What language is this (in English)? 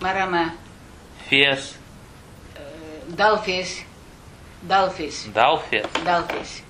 Crimean Tatar